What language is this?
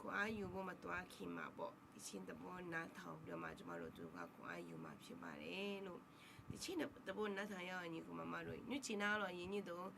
Akha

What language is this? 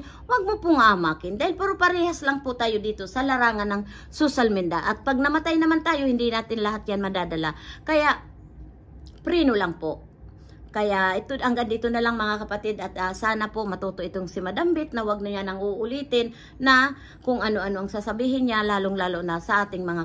Filipino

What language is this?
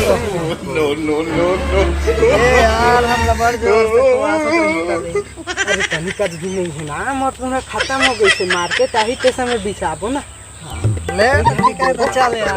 Chhattisgarhi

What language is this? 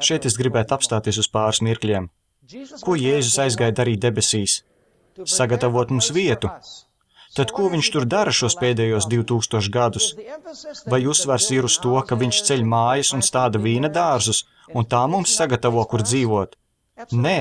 Latvian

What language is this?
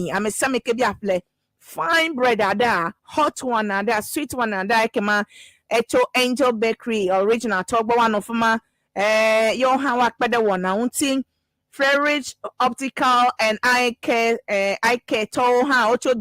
Ewe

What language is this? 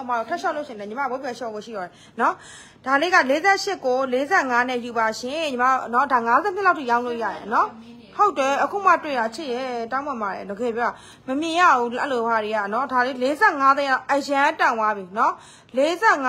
Burmese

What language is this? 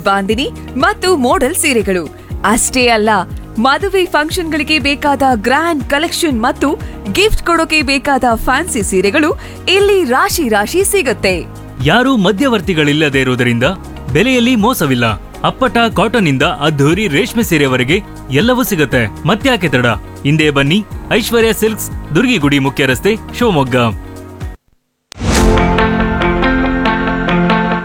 Kannada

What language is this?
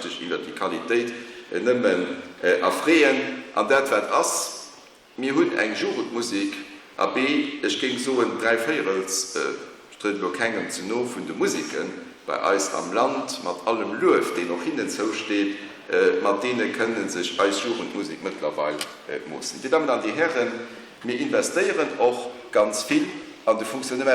Luxembourgish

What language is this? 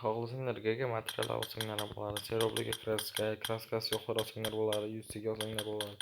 Uzbek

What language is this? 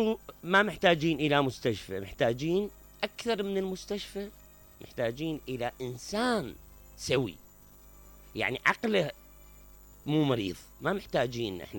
Mesopotamian Arabic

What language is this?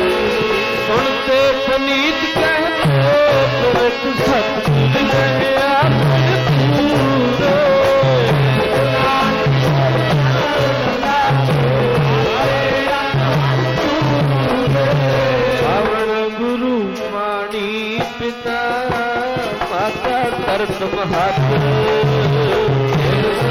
Punjabi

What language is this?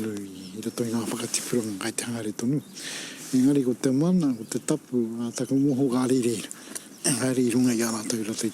Māori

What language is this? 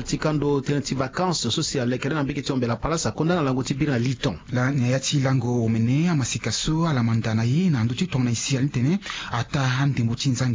Sango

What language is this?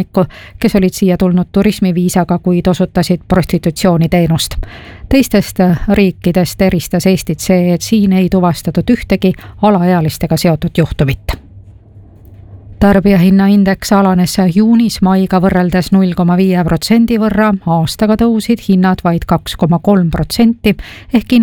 Estonian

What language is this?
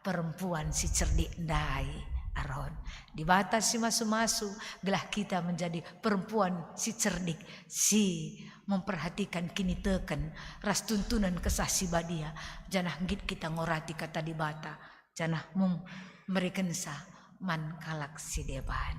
Batak Karo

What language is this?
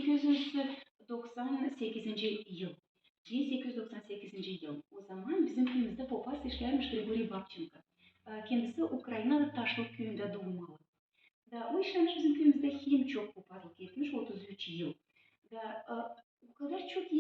Gagauz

